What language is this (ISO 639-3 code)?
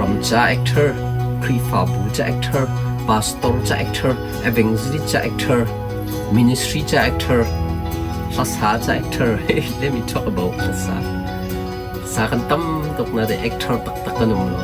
cnh